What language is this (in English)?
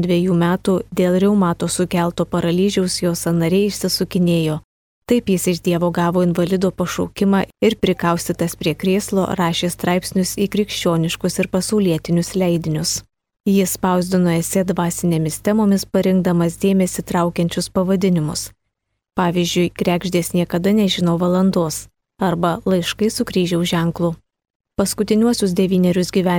Lithuanian